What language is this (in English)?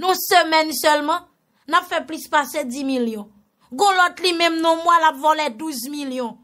Haitian Creole